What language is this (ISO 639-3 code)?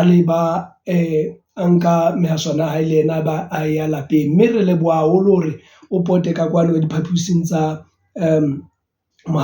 sot